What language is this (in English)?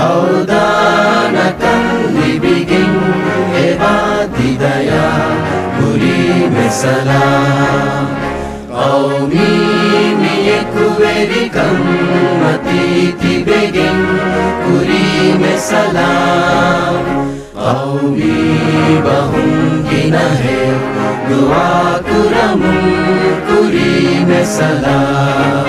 Divehi